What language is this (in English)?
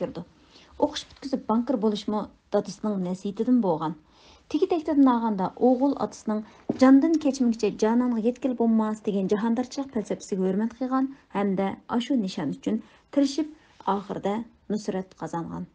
Uyghur